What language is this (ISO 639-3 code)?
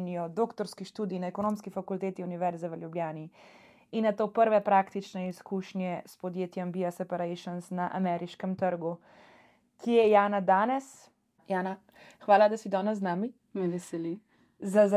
slv